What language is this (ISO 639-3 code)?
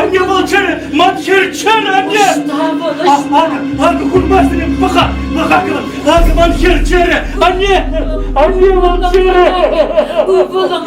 chv